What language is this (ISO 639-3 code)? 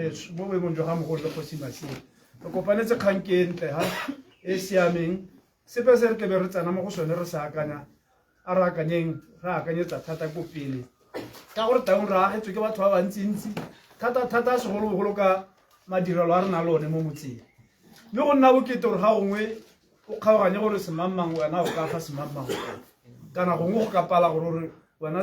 tsn